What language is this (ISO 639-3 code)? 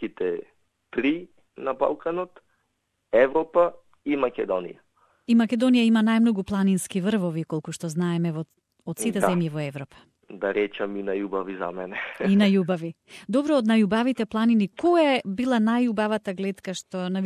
mkd